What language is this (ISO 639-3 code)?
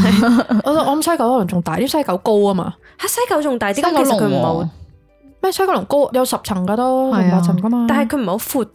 yue